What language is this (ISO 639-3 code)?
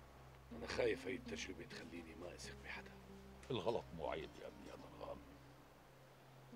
apc